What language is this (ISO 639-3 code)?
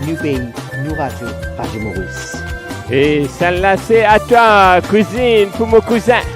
mfe